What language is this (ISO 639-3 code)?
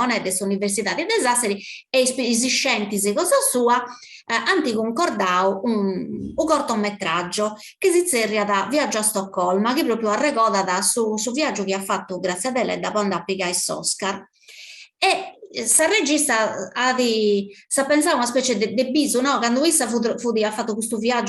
srd